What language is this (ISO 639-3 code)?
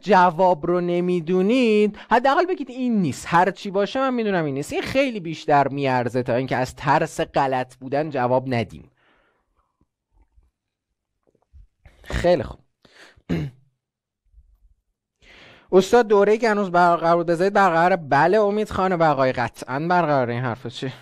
fas